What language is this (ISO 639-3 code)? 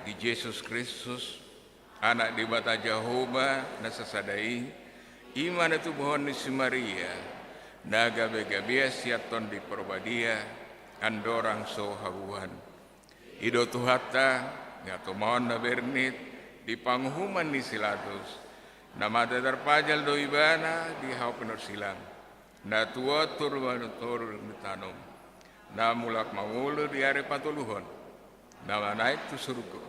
bbc